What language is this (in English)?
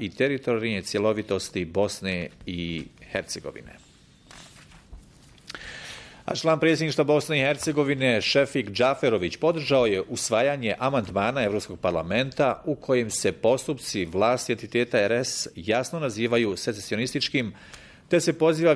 Bosnian